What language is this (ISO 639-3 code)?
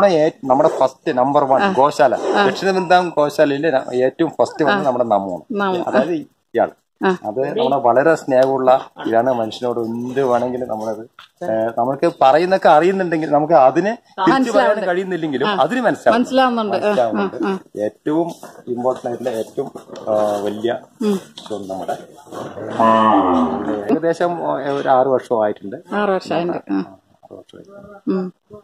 mal